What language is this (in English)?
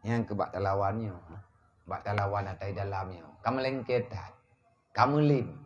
Achinese